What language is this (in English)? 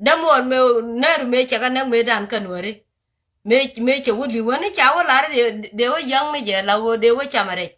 Nuer